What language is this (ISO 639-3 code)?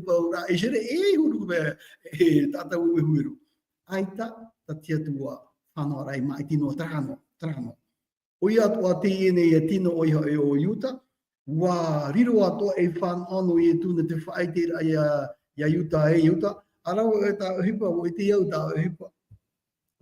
tah